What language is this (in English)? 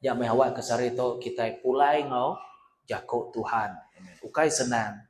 Iban